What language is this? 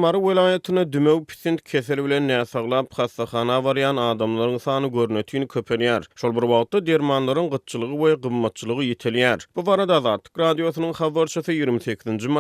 Turkmen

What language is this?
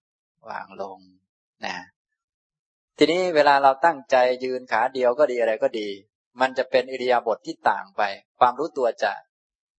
Thai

